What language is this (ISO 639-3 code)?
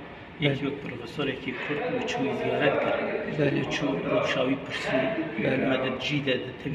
kur